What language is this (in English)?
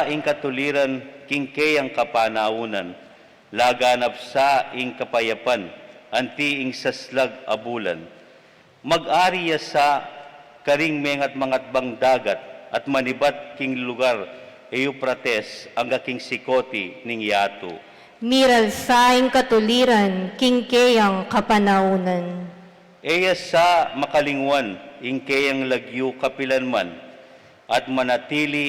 Pampanga